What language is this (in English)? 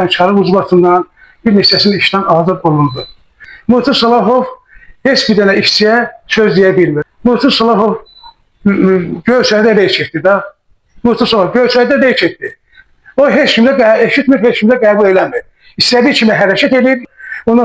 Azerbaijani